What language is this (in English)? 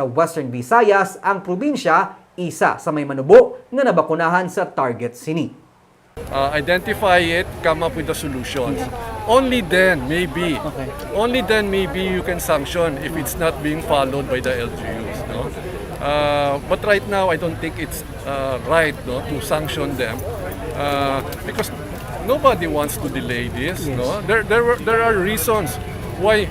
Hiligaynon